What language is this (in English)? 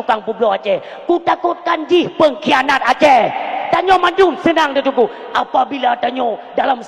Achinese